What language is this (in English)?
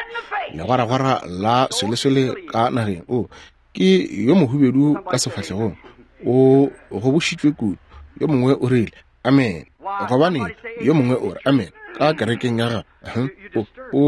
Northern Sotho